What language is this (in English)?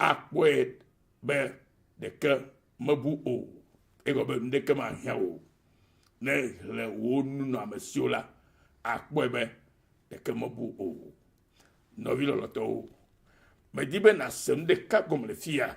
Ewe